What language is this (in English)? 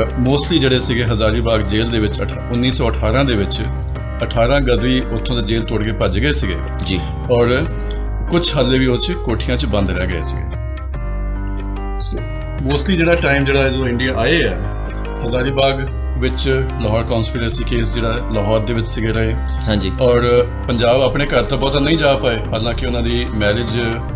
Punjabi